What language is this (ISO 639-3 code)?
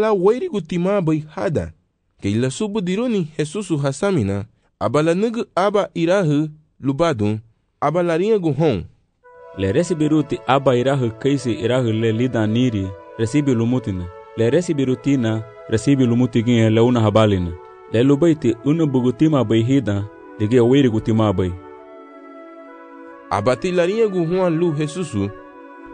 cab